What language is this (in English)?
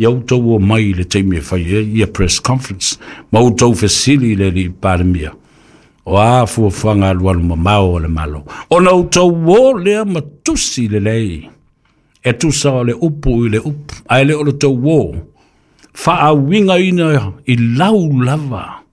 Samoan